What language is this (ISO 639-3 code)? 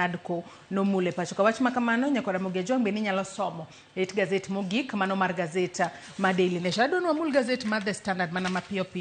luo